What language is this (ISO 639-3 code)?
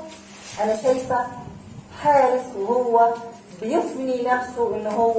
arz